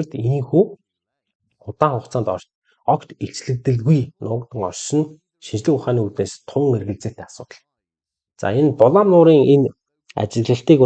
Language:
Mongolian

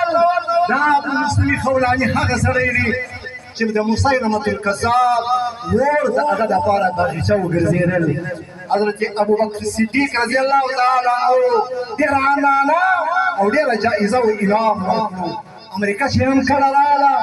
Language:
Pashto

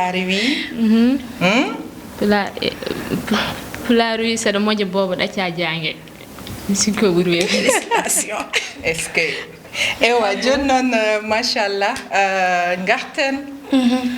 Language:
Fula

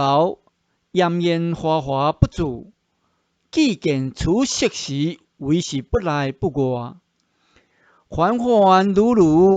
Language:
Min Nan Chinese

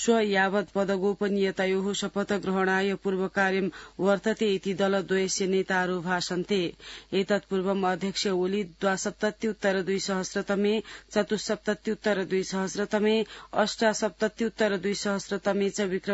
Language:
Sanskrit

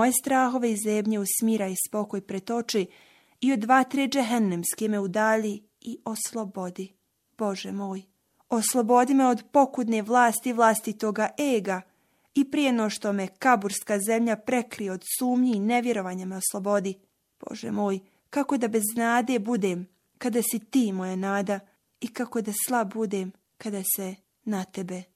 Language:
Bosnian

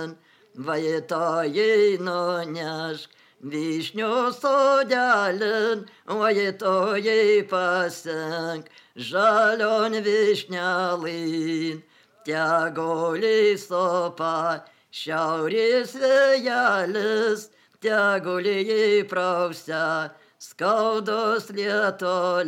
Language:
Lithuanian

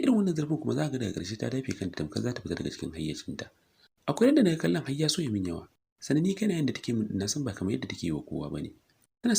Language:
Hausa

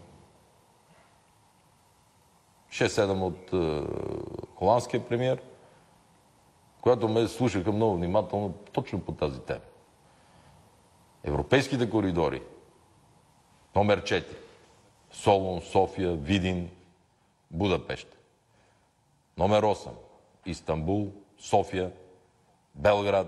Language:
Bulgarian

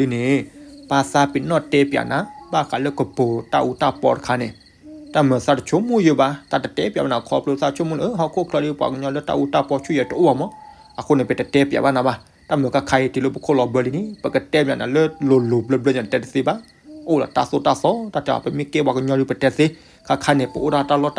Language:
S'gaw Karen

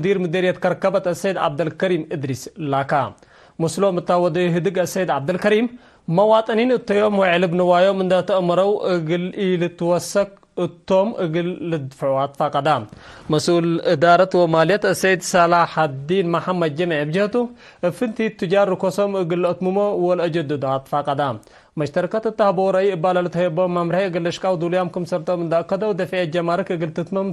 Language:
Tigre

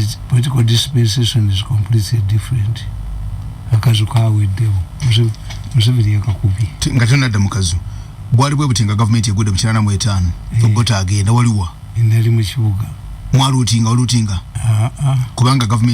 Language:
Ganda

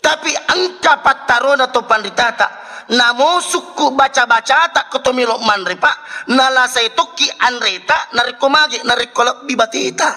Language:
Buginese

